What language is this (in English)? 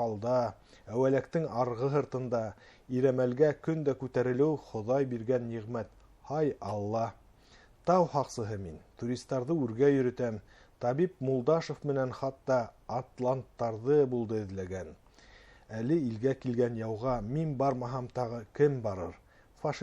Bashkir